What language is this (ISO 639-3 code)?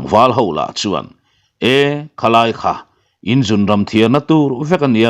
lus